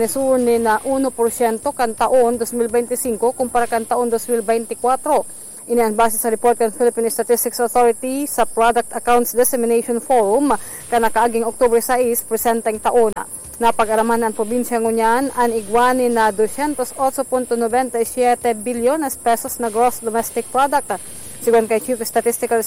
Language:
Bikol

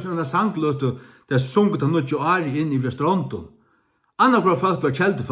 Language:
Faroese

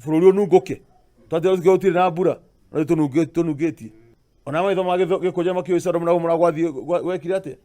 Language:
Kikuyu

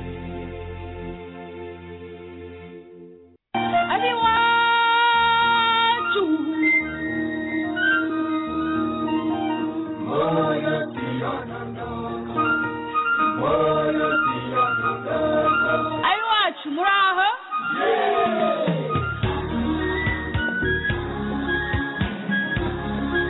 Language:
Kinyarwanda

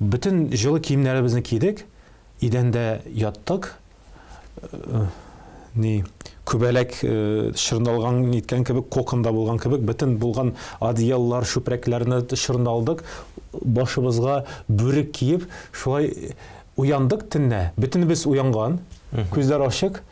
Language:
Tatar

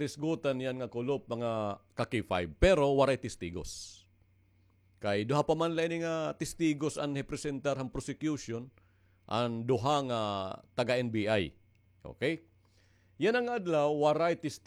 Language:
Waray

